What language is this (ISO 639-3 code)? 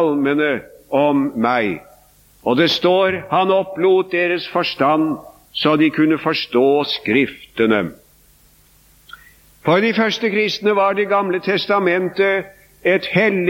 nor